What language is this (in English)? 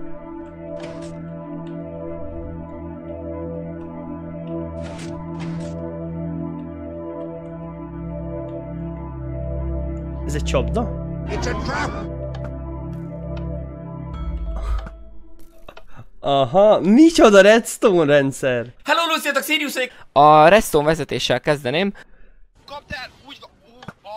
Hungarian